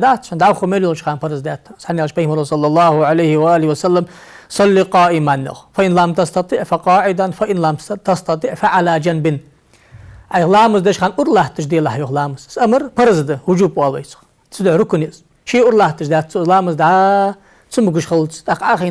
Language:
Ingush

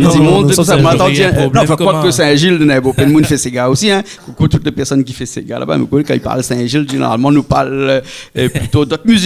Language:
Réunion Creole French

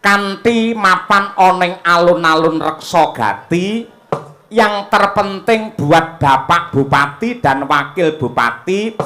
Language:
Javanese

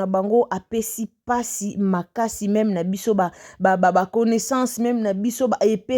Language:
Lingala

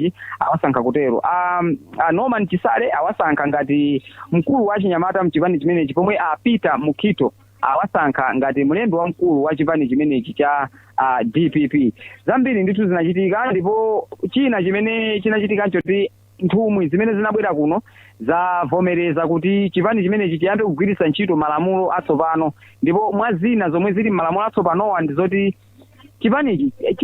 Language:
Nyanja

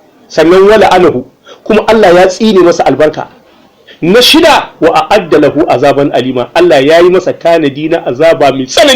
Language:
Hausa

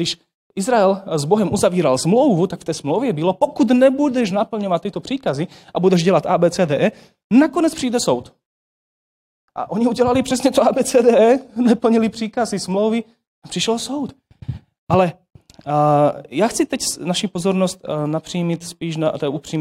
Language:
Czech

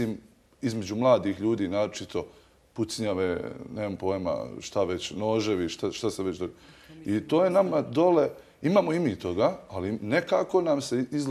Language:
Bosnian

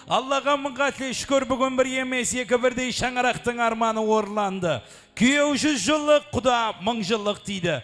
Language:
Kara-Kalpak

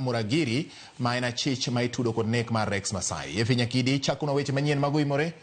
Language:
Luo (Kenya and Tanzania)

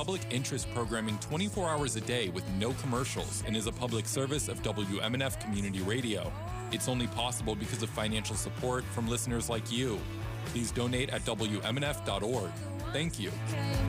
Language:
English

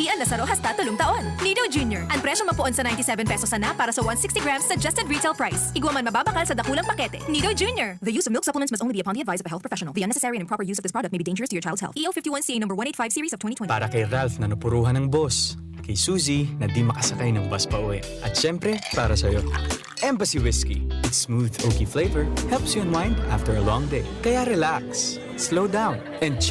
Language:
Bikol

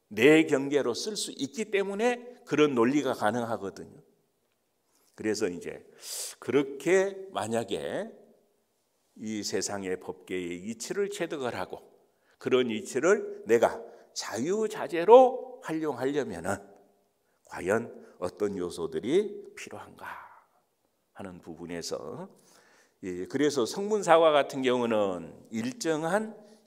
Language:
Korean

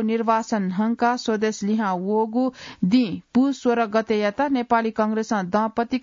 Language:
Newari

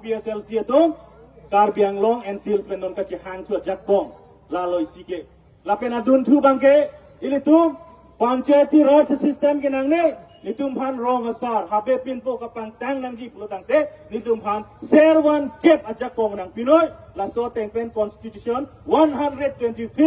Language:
Karbi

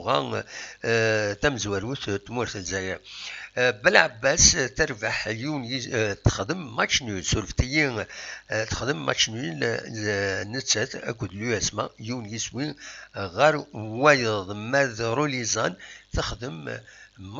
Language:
Kabyle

